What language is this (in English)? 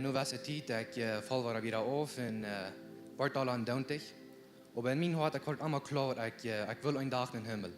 Plautdietsch